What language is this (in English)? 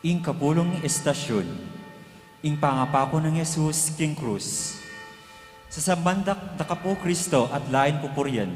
Pampanga